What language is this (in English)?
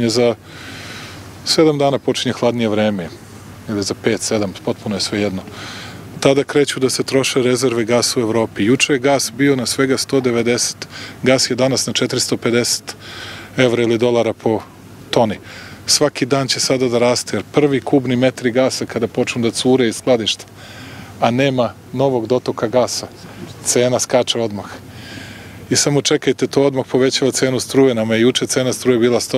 Serbian